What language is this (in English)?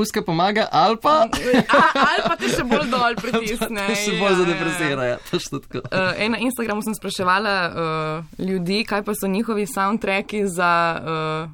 Slovenian